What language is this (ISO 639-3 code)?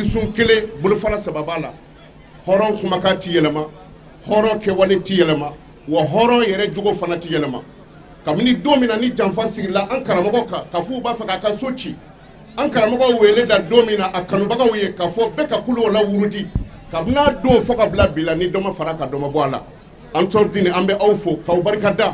bam